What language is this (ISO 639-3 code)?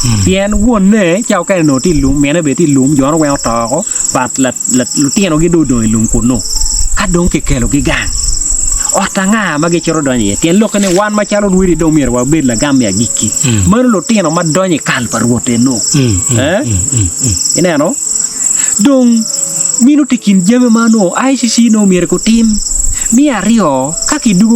ach